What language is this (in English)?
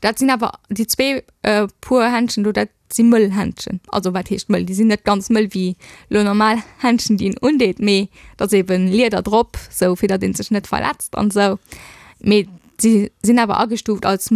Luxembourgish